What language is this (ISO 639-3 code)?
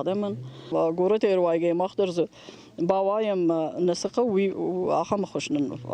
oss